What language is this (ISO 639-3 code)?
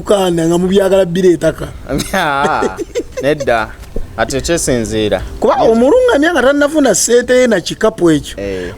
lug